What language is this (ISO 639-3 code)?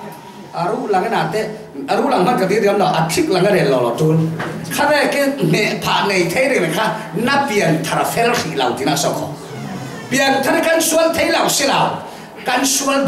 cfm